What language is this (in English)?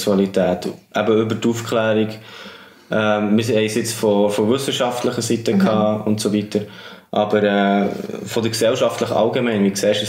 Swiss German